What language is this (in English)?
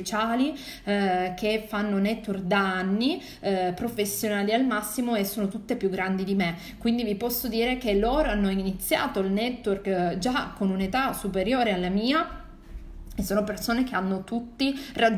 Italian